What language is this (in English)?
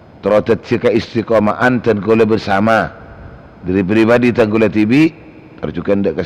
Madurese